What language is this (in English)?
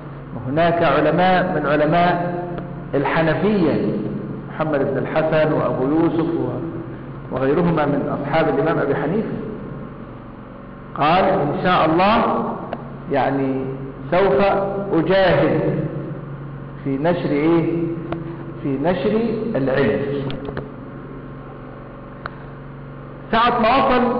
Arabic